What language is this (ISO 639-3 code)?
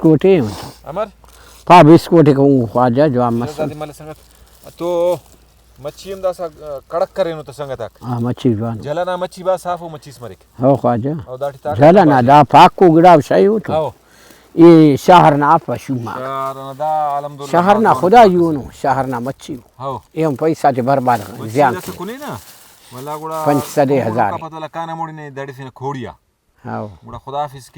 brh